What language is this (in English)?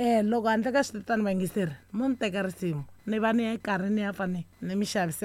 Tsonga